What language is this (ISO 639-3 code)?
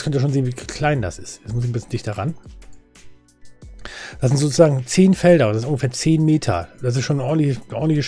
deu